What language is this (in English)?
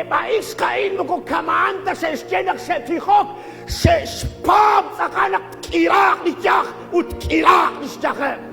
Kekchí